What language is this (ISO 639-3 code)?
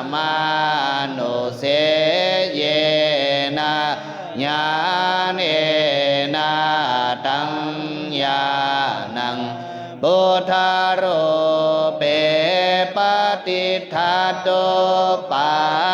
pli